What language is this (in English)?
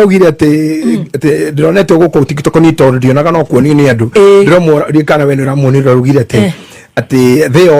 Kikuyu